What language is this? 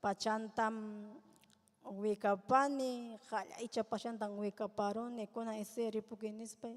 Ayacucho Quechua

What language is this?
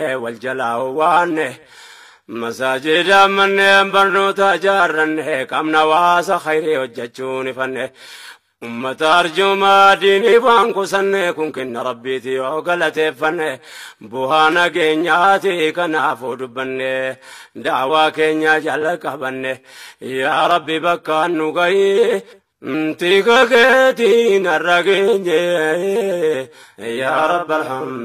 Oromo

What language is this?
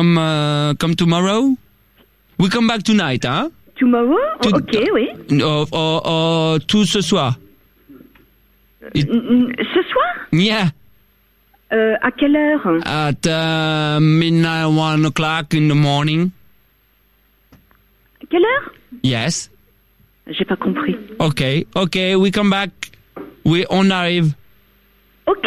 French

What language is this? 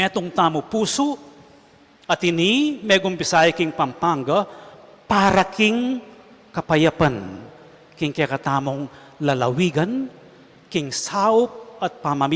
Pampanga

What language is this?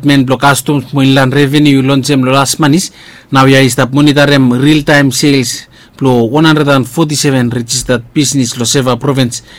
Bislama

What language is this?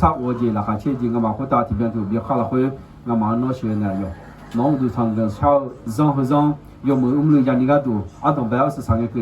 Akha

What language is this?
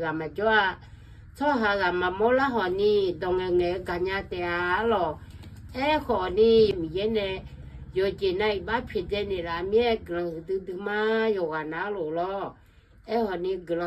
Akha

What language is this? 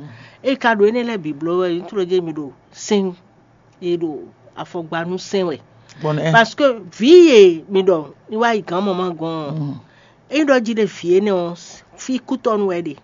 Fon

